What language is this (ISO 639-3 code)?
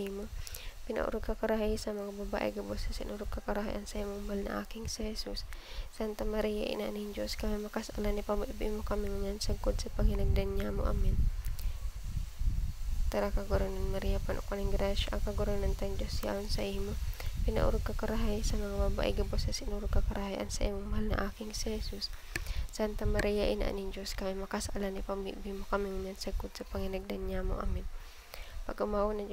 bik